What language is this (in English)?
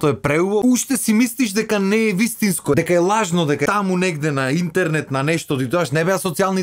Macedonian